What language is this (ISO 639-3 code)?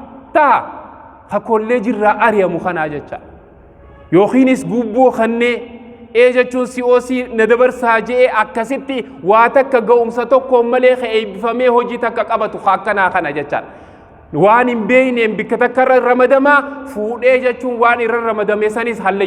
orm